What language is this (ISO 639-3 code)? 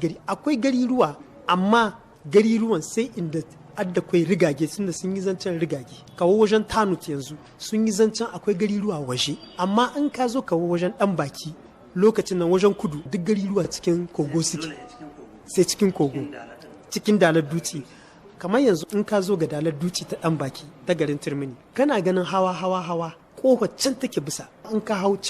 hau